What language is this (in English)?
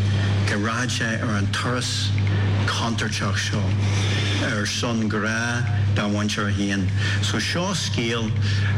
Basque